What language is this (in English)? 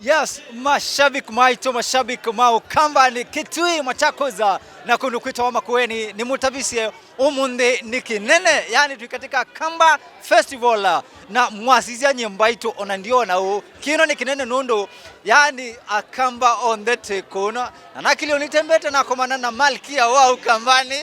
Kamba